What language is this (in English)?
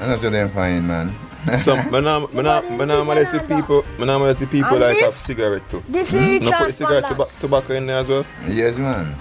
Jamaican Creole English